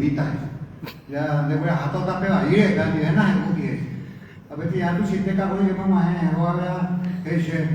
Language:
Guarani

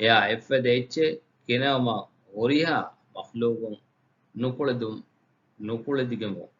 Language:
Divehi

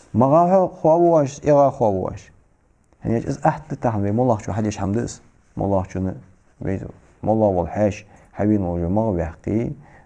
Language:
Ingush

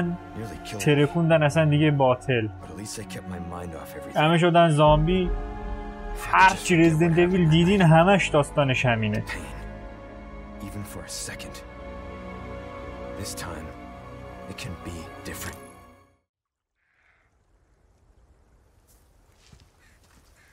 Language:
Persian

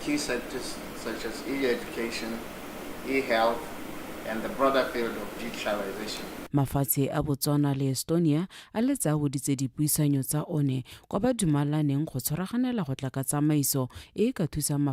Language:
Tswana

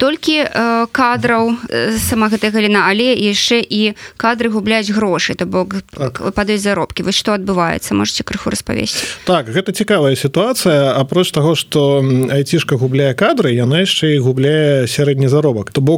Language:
Belarusian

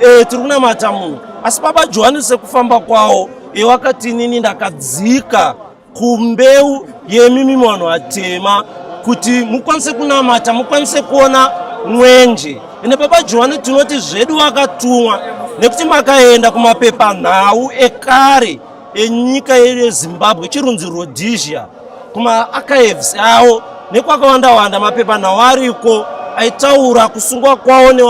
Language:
Shona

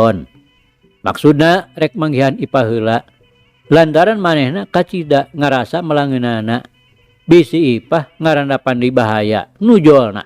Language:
Sundanese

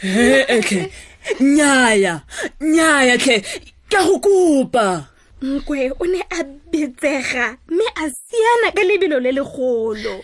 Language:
Tswana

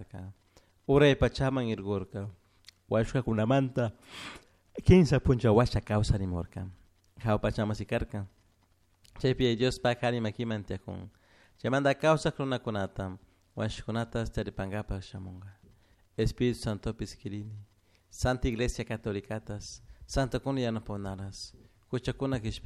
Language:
Chimborazo Highland Quichua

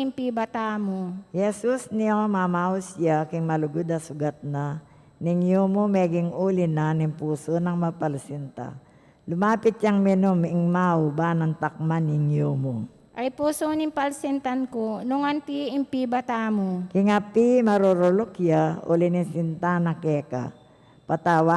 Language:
Pampanga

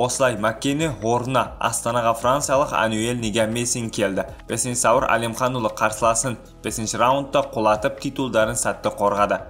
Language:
Kazakh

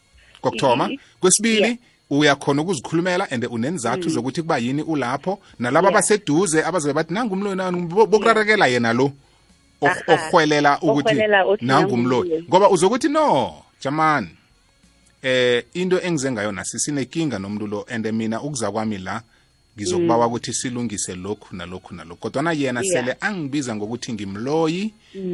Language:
South Ndebele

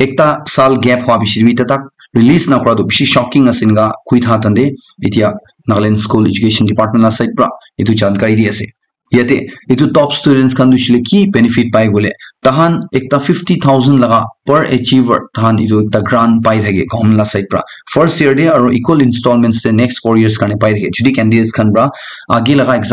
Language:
Naga Pidgin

